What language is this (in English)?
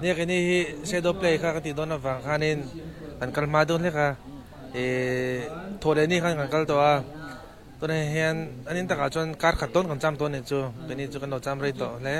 Mizo